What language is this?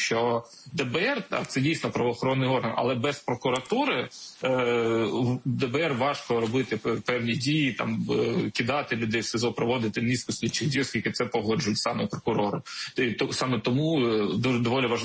Ukrainian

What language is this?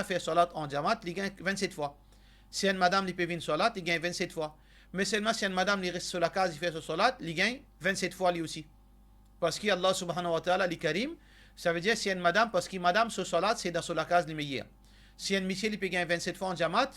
Morisyen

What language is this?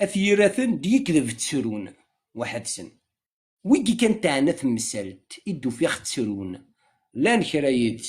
Kabyle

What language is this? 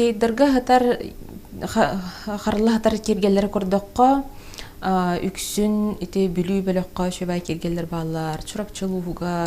Yakut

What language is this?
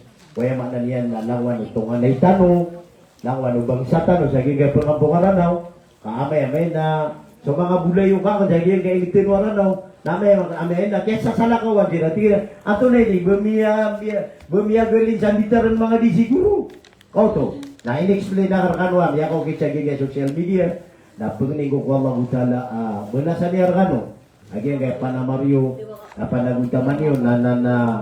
Maranao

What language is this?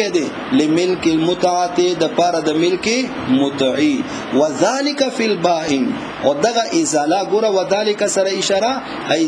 Pashto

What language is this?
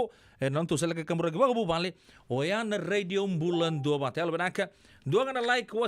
Fijian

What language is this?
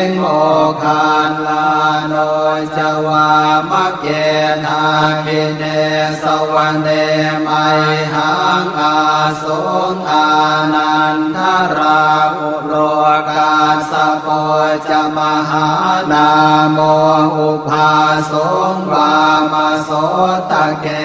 Pali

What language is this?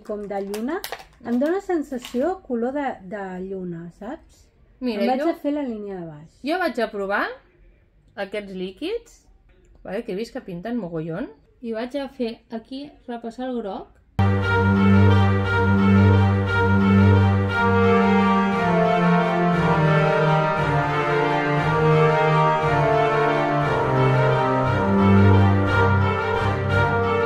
Catalan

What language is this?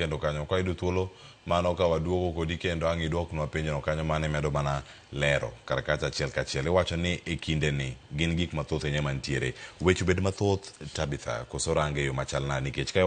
Luo (Kenya and Tanzania)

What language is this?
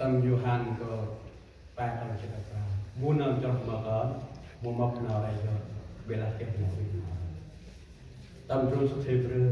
Central Mnong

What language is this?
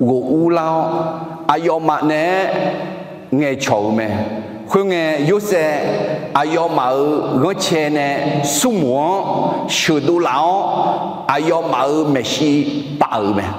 Akha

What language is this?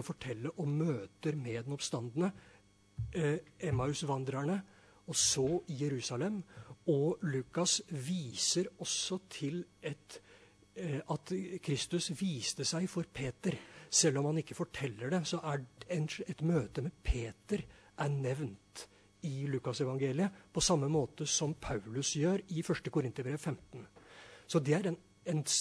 Norwegian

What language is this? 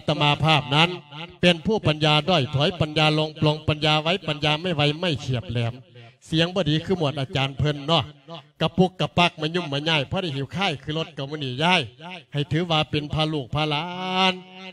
Lao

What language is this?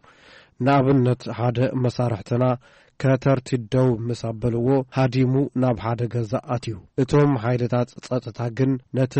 Tigrinya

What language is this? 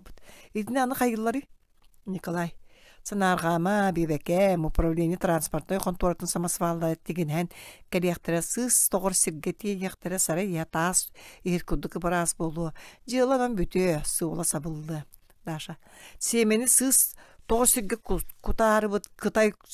Yakut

